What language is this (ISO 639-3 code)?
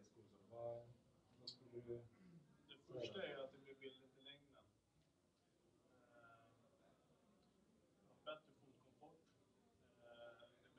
swe